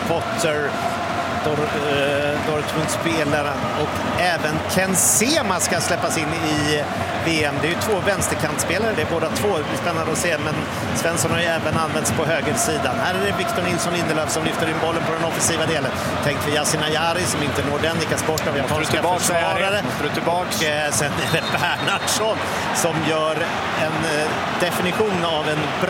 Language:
Swedish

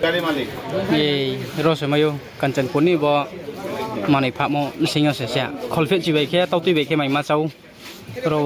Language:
Riang (India)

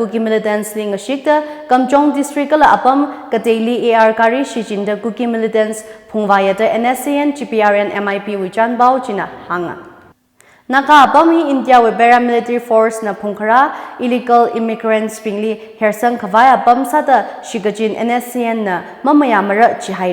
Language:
Tangkhul Naga (India)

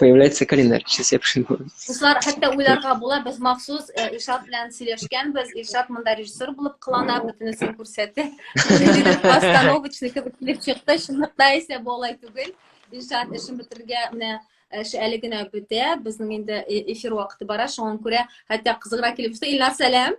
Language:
Tatar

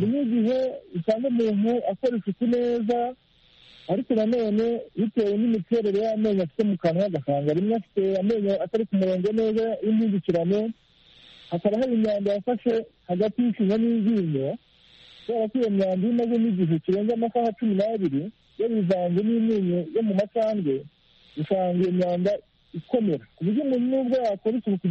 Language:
Kinyarwanda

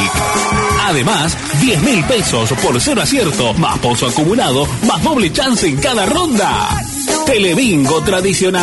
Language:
Spanish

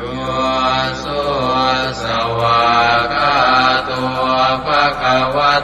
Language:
Pali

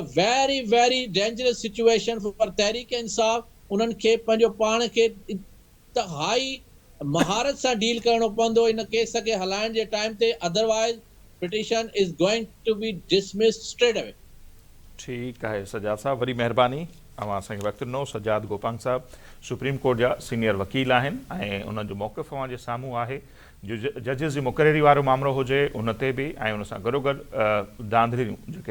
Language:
Sindhi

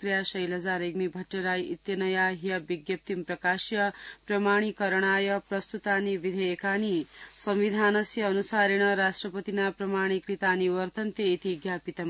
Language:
Sanskrit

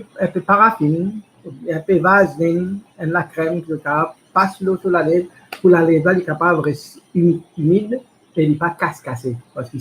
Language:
Morisyen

